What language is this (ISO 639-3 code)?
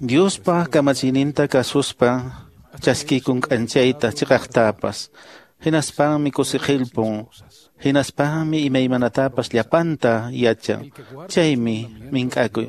que